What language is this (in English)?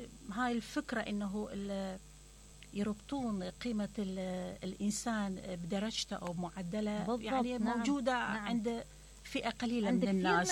Mesopotamian Arabic